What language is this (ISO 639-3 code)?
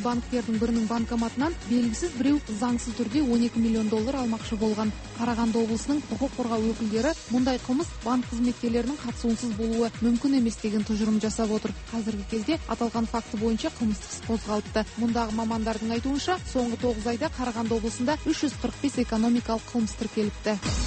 kaz